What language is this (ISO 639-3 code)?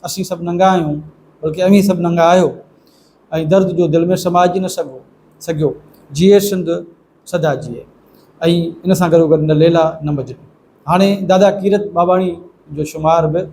snd